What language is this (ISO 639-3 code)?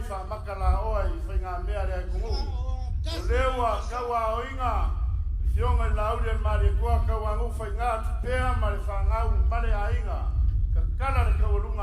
smo